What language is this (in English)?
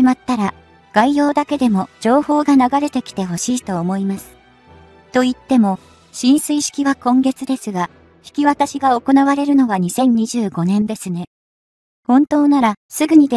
Japanese